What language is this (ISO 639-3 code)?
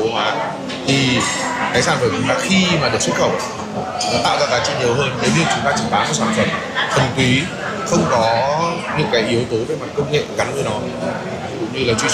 vie